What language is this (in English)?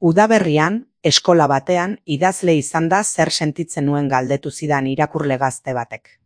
Basque